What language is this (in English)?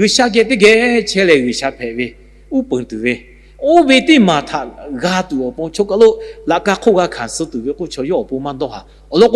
Lahu